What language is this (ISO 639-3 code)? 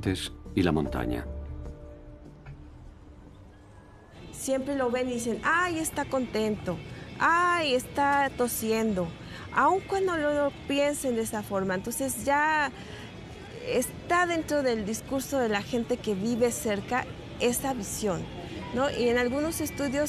spa